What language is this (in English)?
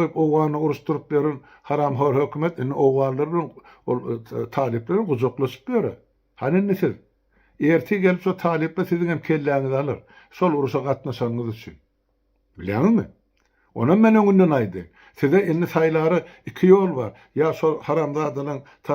Turkmen